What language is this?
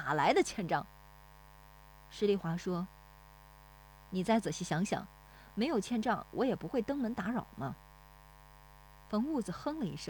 Chinese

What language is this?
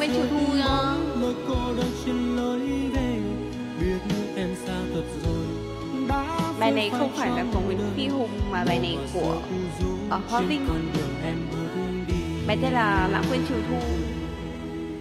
Vietnamese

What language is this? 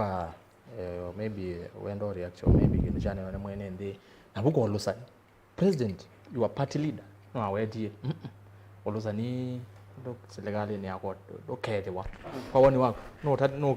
Kamba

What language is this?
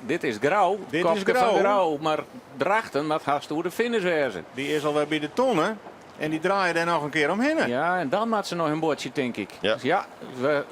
Western Frisian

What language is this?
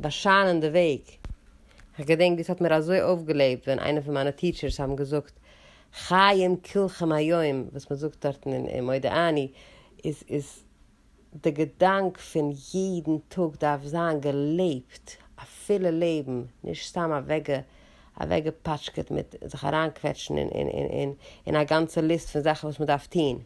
Yiddish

